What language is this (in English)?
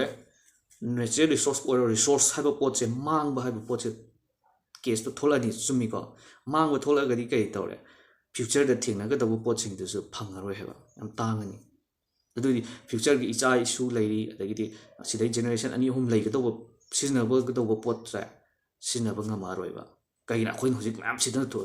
Manipuri